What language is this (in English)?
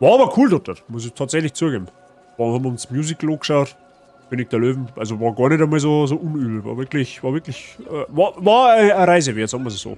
Bavarian